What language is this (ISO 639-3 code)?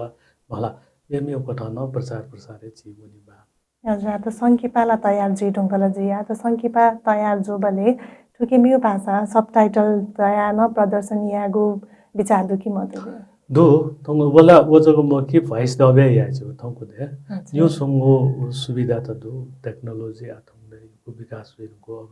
new